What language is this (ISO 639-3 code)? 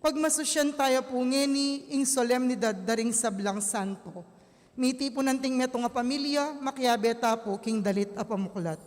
pam